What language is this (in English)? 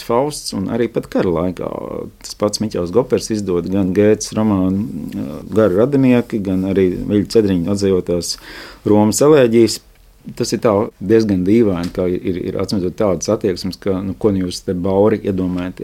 Latvian